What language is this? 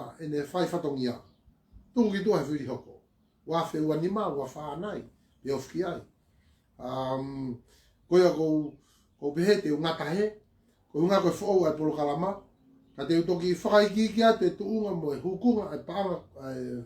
Tongan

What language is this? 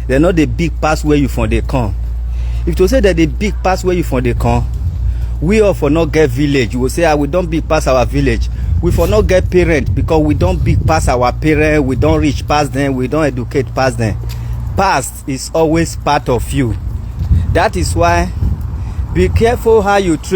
Nigerian Pidgin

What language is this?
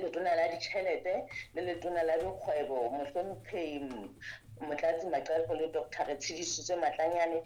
Southern Sotho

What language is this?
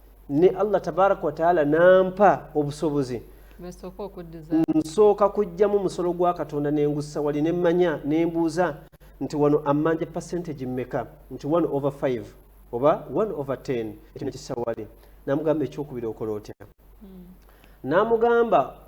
Ganda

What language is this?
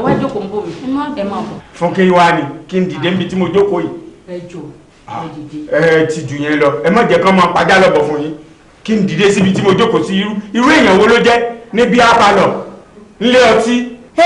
Yoruba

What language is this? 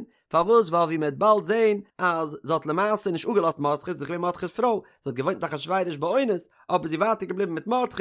Yiddish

